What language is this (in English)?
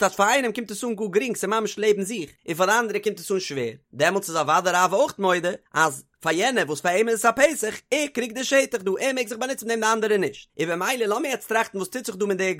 Yiddish